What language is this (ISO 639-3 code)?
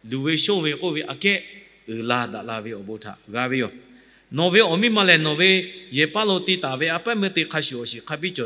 lhu